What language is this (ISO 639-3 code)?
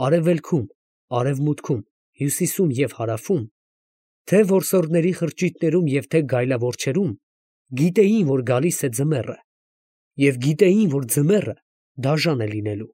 hye